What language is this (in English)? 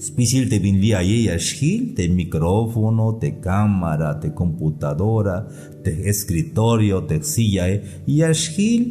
Tzeltal